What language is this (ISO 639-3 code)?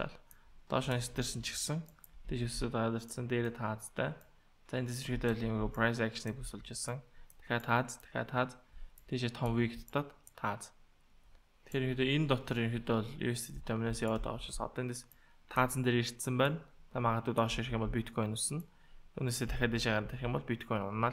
mon